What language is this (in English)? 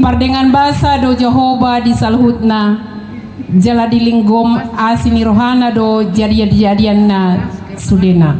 Batak Toba